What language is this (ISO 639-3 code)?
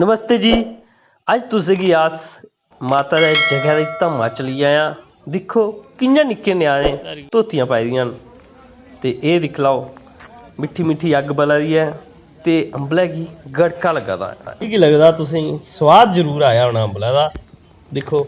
doi